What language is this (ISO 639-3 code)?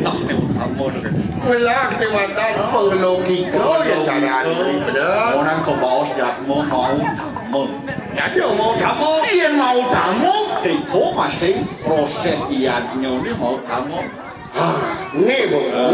ban